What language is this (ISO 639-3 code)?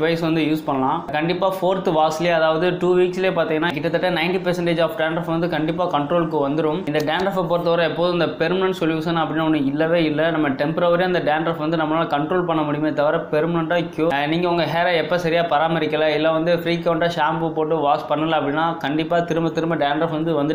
tam